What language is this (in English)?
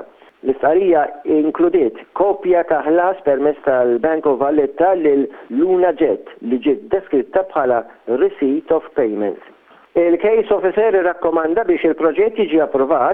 Maltese